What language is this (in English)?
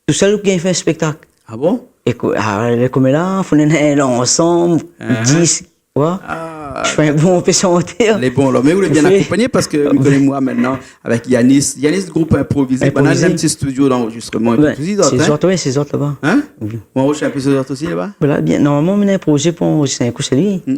Réunion Creole French